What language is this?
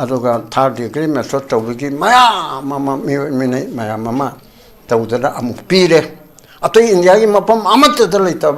Manipuri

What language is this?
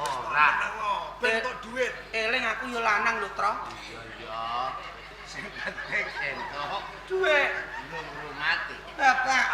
Javanese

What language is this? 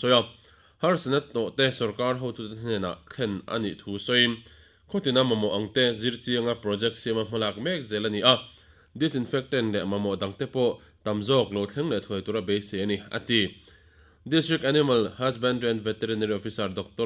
Mizo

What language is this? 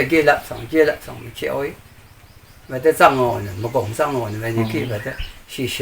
Rawang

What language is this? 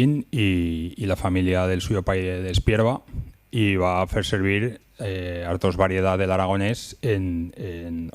Aragonese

